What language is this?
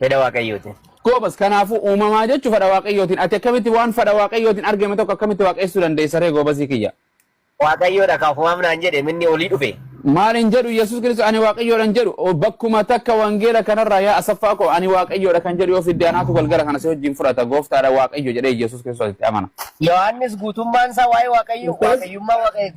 Oromo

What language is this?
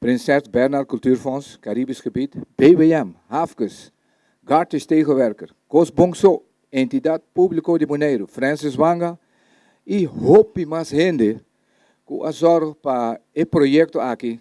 Papiamento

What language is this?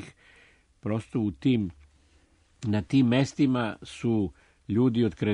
Serbian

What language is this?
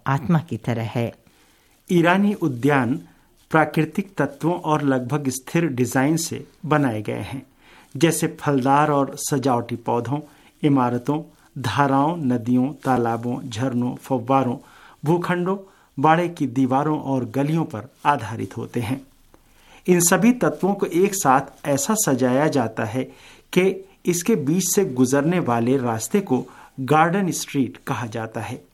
Hindi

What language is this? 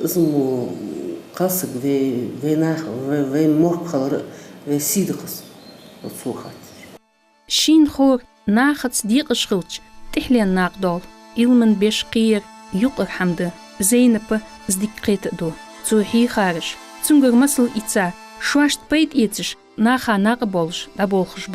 Ingush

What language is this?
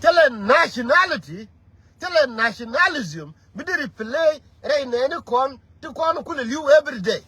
Nuer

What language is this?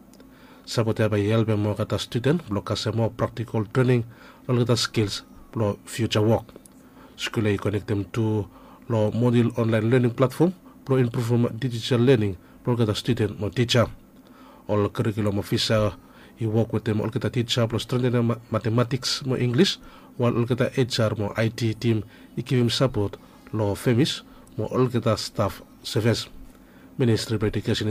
Bislama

